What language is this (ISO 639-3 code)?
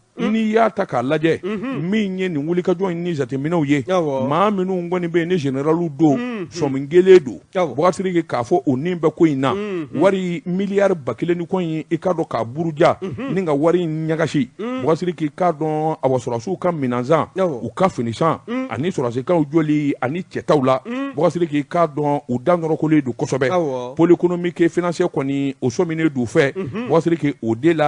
bam